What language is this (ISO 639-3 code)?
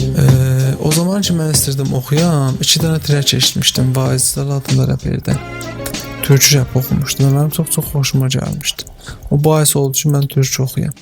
azb